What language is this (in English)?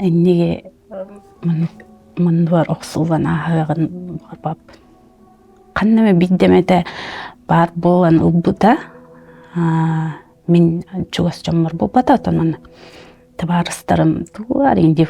Yakut